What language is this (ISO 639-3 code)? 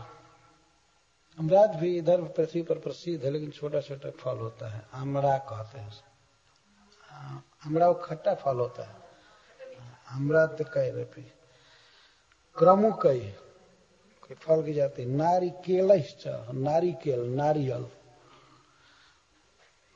hin